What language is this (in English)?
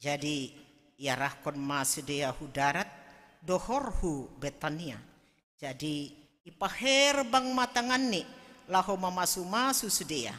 Batak Simalungun